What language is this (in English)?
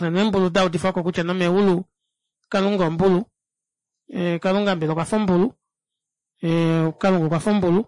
Kuanyama